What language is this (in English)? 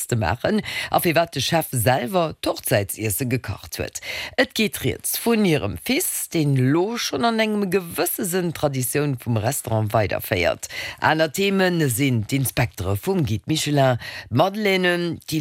Luxembourgish